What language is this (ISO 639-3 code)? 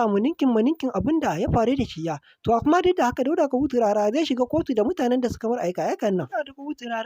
hau